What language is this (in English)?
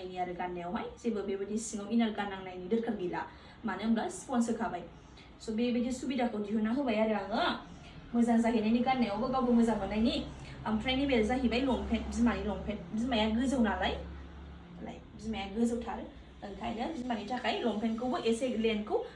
Bodo